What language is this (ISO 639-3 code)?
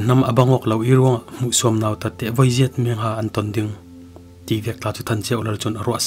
cfm